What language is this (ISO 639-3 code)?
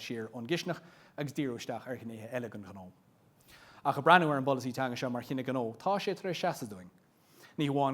gle